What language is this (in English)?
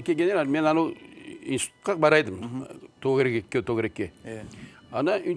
Crimean Tatar